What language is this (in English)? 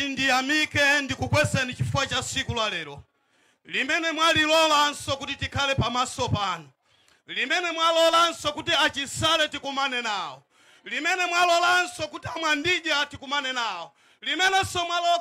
Nyanja